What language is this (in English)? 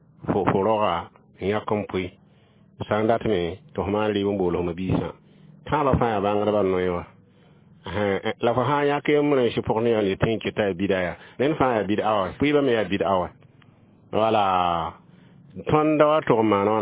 Mossi